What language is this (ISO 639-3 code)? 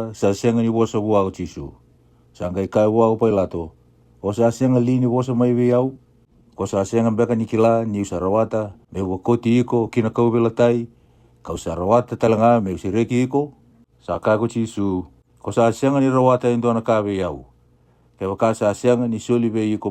fij